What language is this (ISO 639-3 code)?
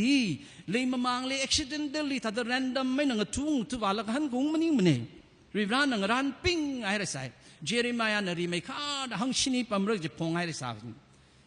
nmf